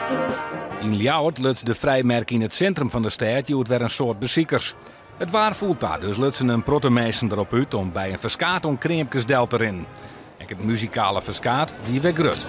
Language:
Western Frisian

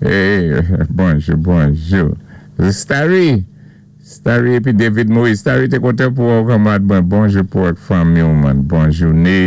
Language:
Saint Lucian Creole French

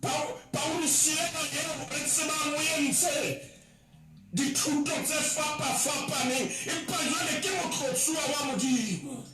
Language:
Southern Sotho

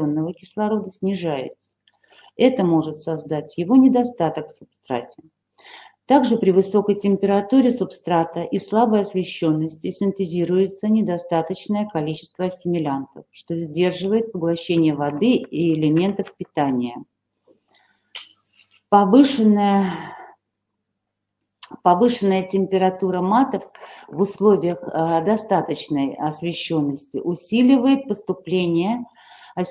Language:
Russian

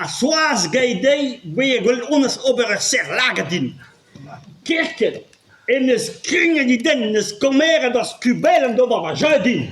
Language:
Breton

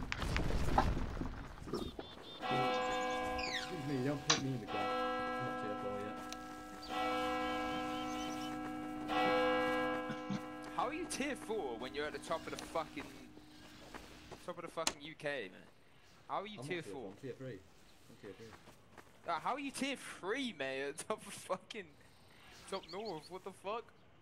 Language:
English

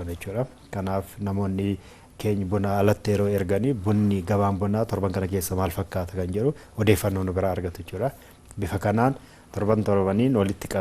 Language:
Oromo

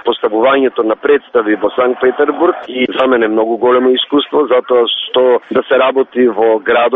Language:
Macedonian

